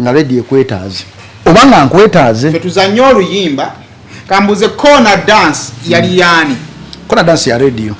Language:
Ganda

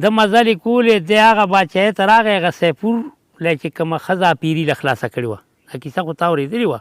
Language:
Pashto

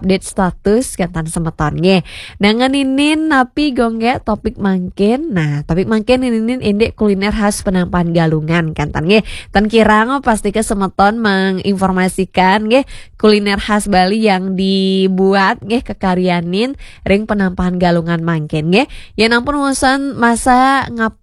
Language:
Balinese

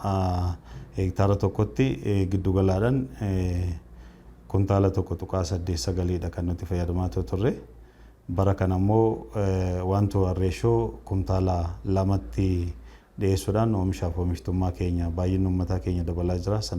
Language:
Oromo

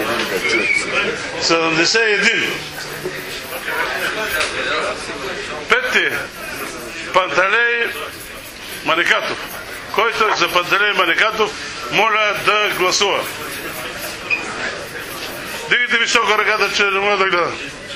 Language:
Bulgarian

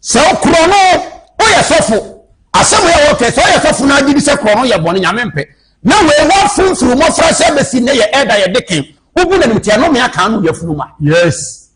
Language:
Akan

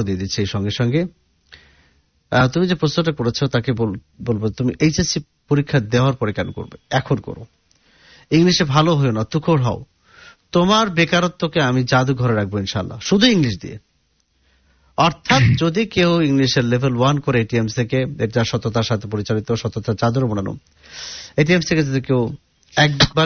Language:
Bangla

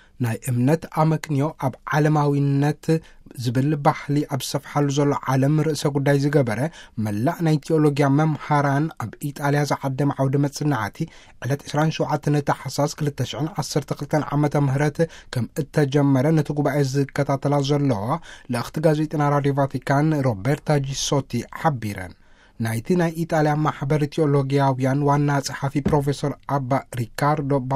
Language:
Tigrinya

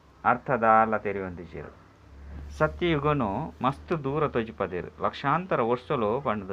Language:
Tulu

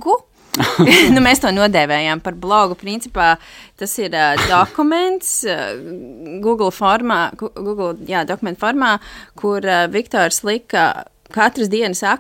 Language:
Latvian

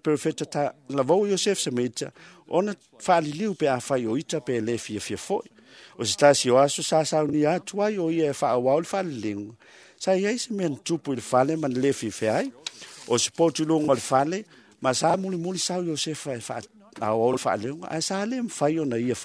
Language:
Samoan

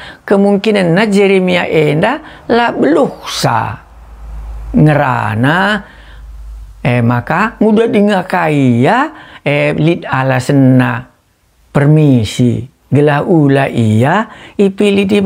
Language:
Batak Karo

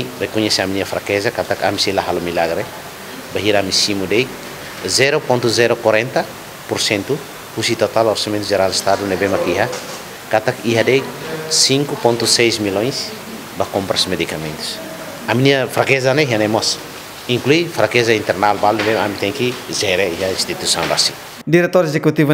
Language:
Tetum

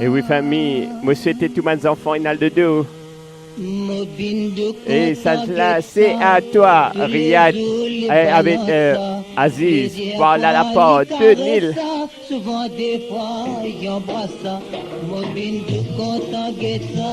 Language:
Morisyen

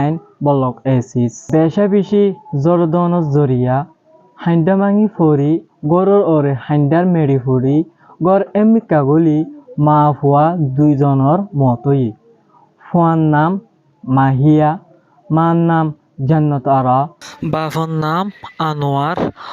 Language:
Rohingya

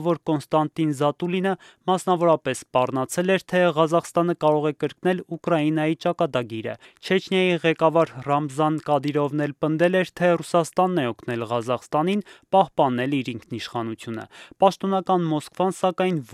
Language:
Armenian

